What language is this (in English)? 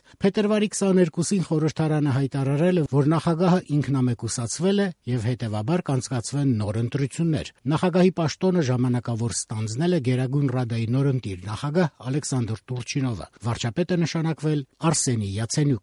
Armenian